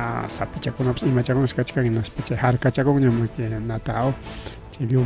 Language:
Ayacucho Quechua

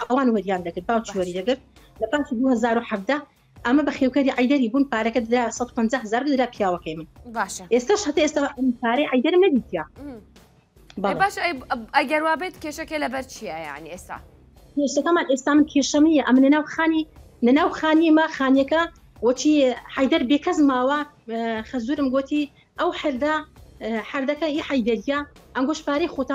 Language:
Central Kurdish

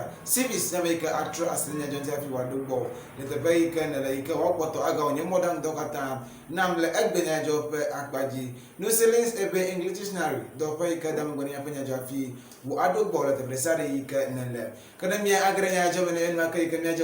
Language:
Ewe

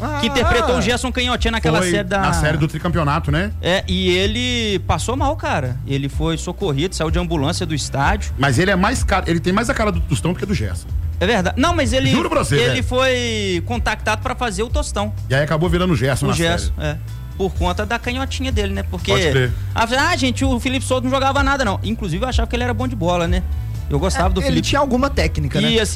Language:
Portuguese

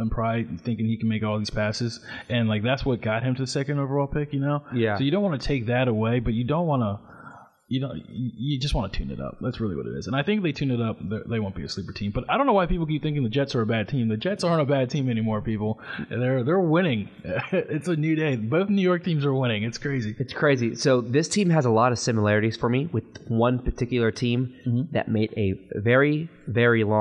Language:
English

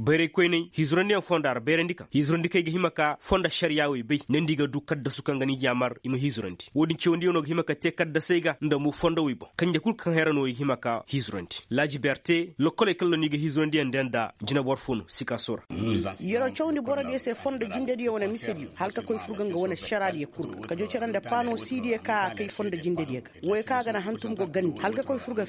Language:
Koyraboro Senni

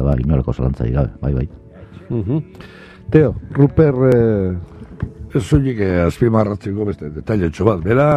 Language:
Basque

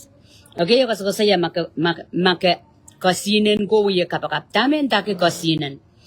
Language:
Pohnpeian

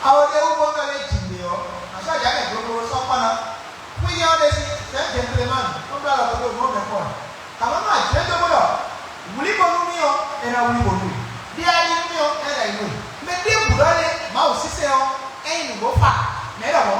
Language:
Fon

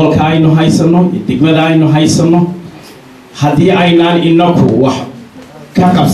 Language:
Somali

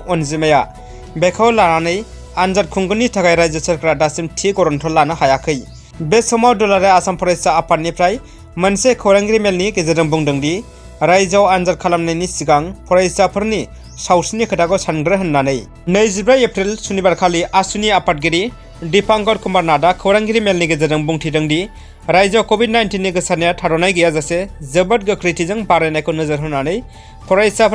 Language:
Bodo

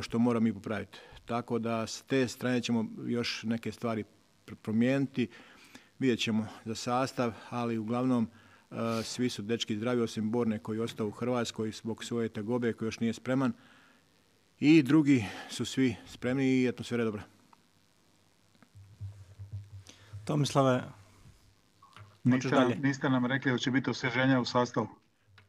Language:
Croatian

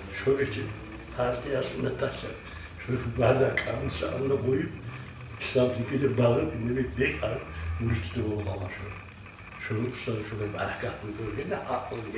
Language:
Kumyk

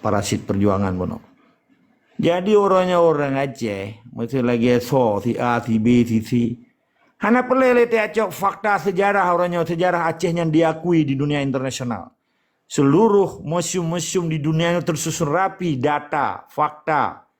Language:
Achinese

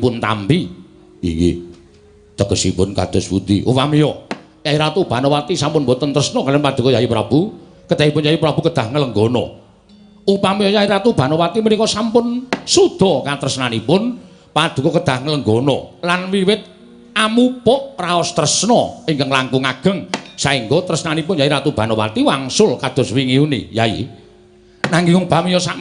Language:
Javanese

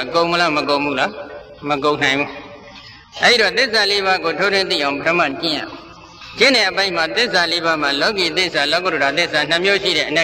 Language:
Burmese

